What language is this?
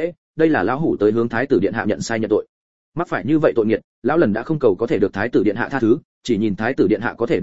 Vietnamese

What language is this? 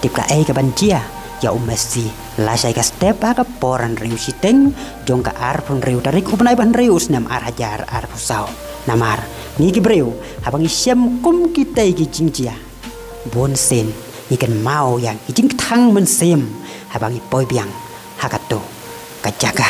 Khasi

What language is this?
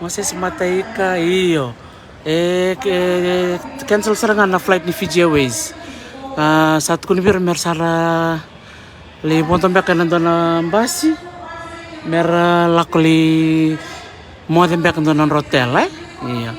Fijian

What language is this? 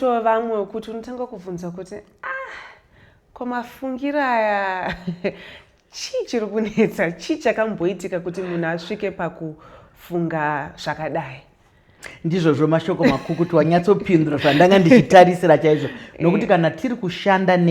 Shona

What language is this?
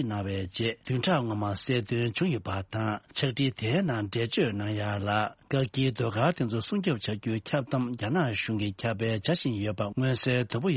Tibetan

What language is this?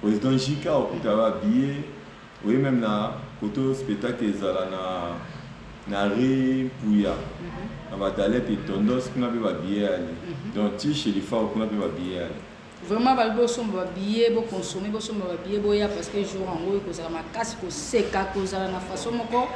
Lingala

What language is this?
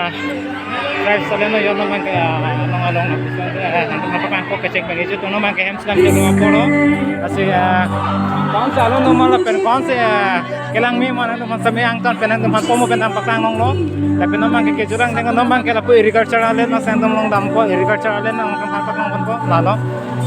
Karbi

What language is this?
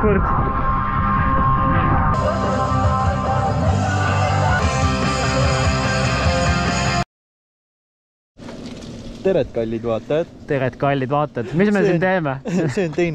Estonian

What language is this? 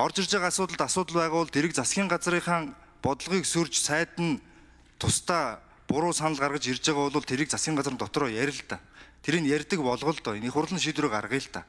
Mongolian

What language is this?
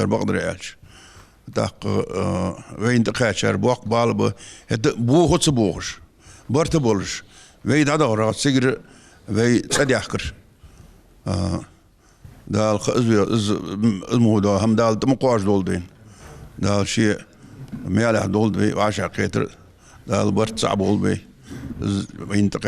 Ingush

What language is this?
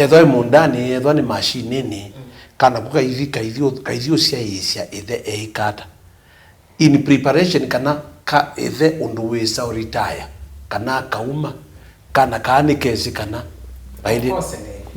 Kamba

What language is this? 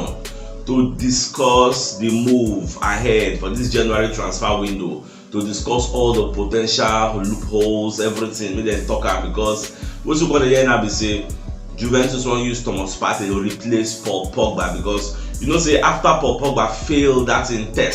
Nigerian Pidgin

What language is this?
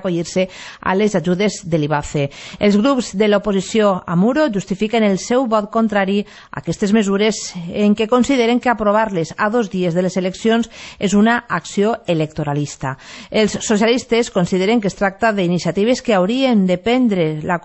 Catalan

